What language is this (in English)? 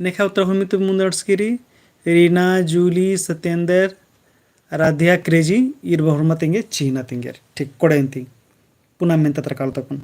Kurukh